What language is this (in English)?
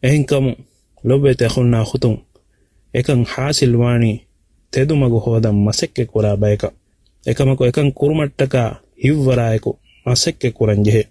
Divehi